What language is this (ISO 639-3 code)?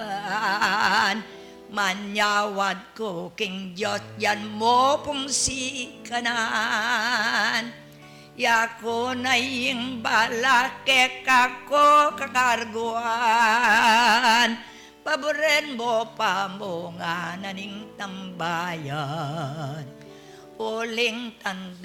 pam